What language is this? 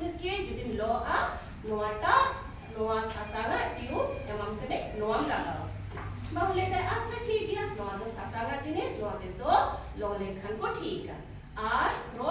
Santali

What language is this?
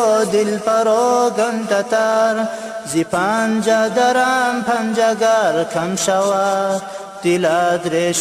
Tajik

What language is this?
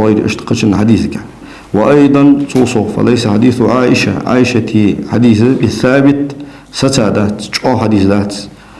Ingush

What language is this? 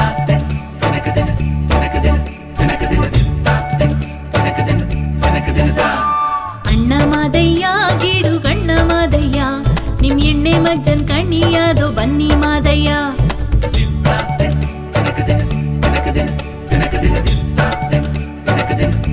Kannada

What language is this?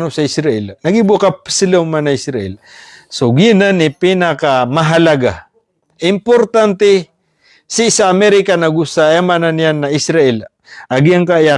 Maranao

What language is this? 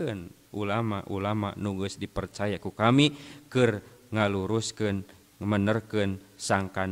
Sundanese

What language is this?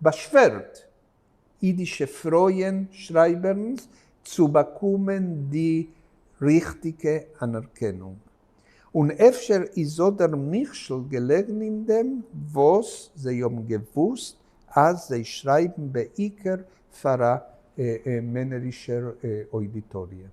Yiddish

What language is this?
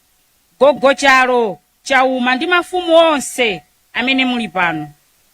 Nyanja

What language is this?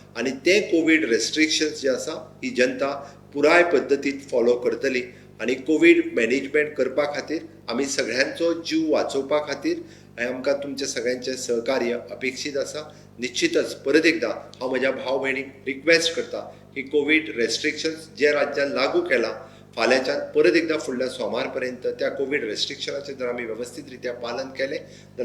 Konkani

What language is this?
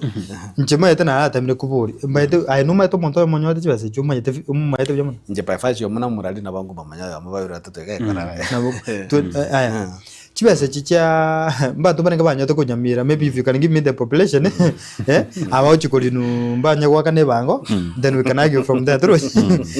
Gusii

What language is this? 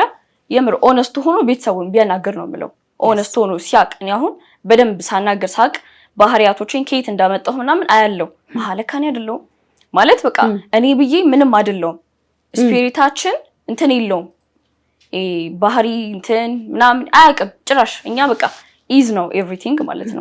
Amharic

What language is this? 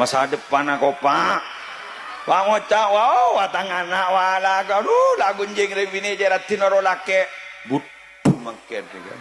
Madurese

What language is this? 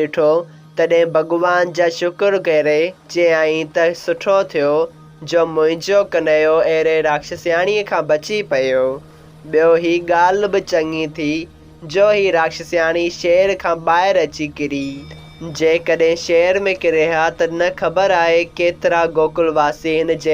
Sindhi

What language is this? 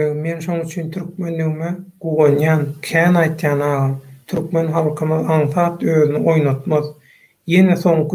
Turkmen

